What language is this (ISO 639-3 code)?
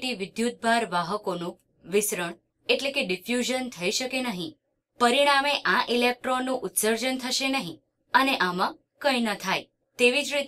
guj